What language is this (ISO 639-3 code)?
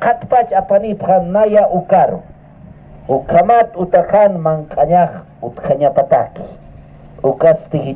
aym